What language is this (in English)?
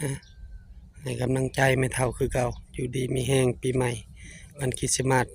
Northeastern Thai